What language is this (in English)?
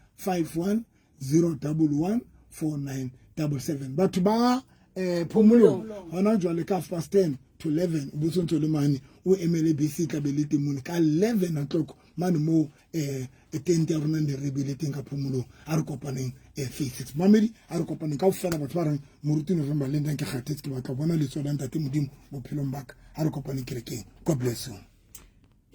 Southern Sotho